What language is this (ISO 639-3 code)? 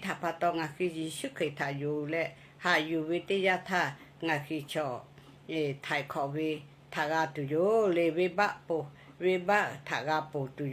lhu